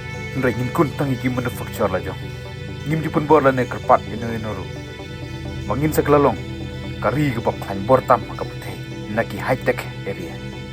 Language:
Khasi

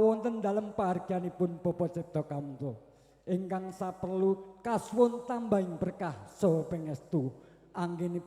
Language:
Javanese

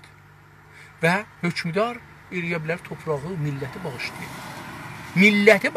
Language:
South Azerbaijani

